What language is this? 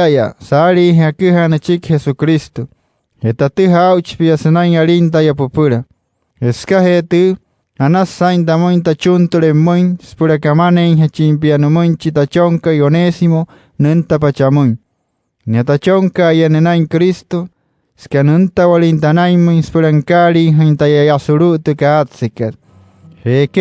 Wayuu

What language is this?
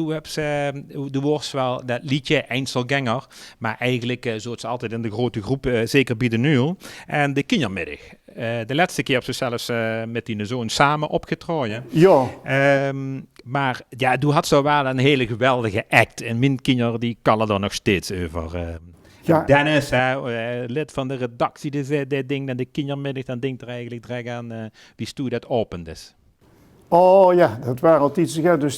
Limburgish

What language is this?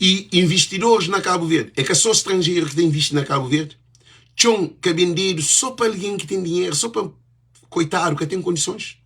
Kabuverdianu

